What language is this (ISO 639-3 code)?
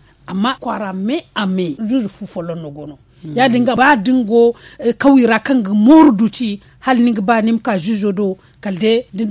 dje